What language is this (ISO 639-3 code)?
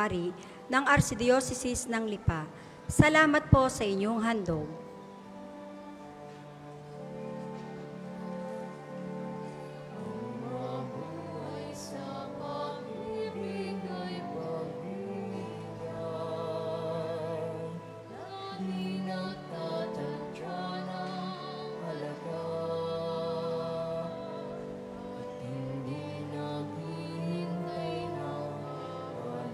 fil